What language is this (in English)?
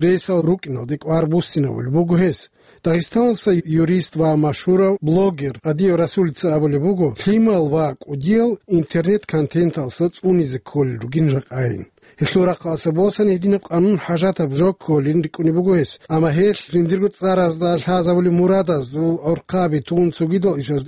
Avaric